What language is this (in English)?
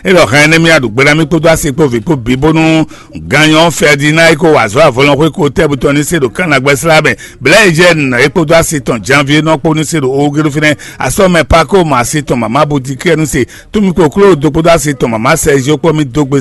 Fon